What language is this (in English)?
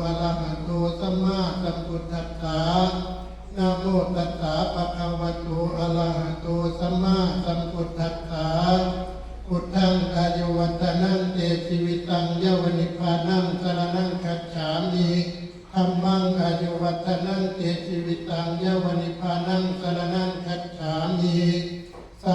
Northeastern Thai